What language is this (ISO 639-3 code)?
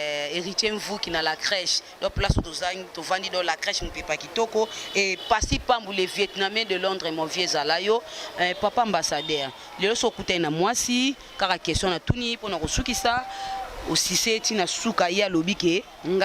lin